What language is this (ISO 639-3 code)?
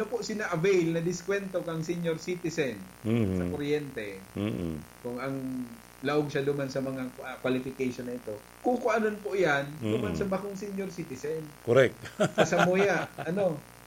bik